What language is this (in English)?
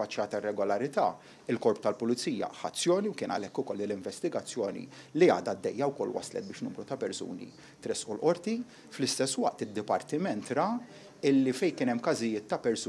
Maltese